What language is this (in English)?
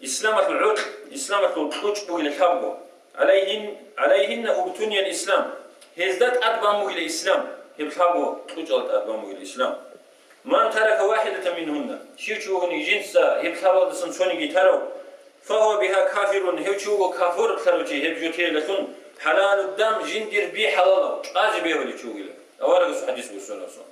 Avaric